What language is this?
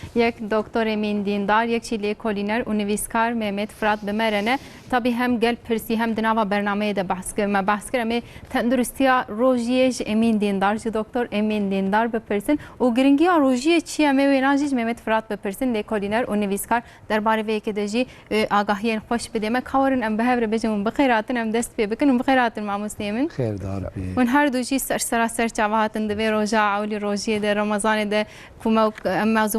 Kurdish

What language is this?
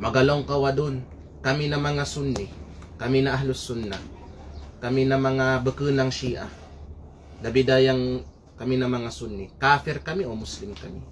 Kalagan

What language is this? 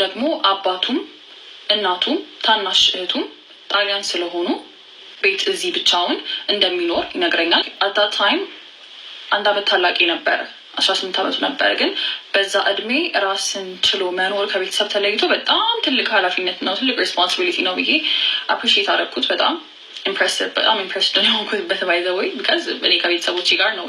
Amharic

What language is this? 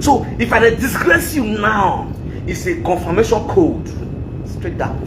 Nigerian Pidgin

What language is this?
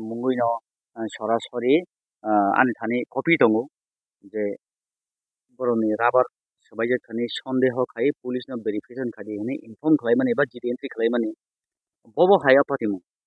Kok Borok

